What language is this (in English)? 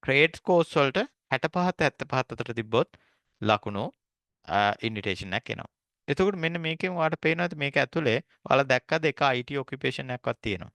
Sinhala